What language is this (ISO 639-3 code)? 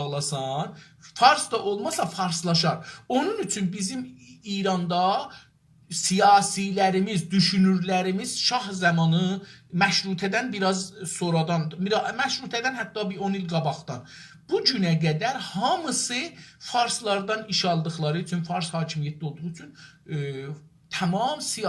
azb